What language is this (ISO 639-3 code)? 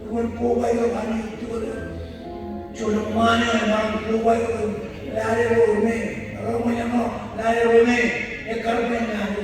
mah